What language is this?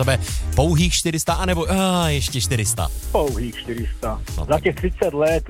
Czech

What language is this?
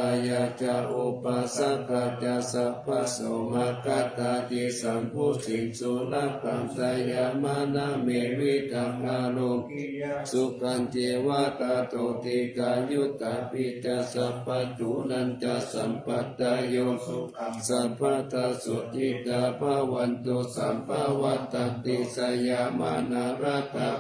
Pali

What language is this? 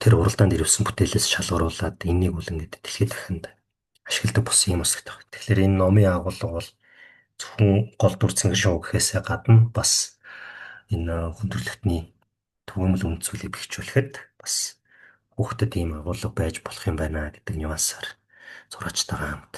Mongolian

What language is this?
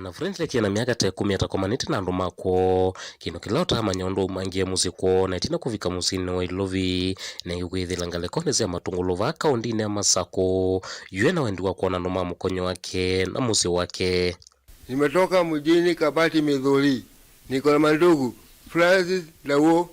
Kamba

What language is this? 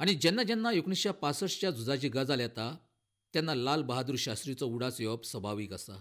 Konkani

